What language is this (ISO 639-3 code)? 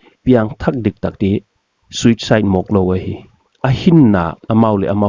pck